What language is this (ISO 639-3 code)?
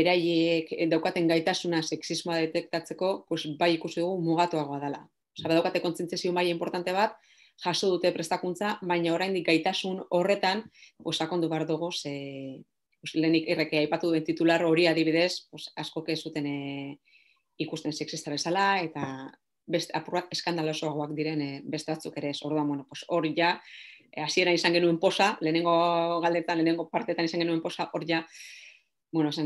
eus